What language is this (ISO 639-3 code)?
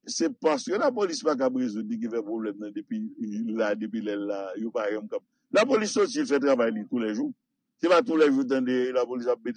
hat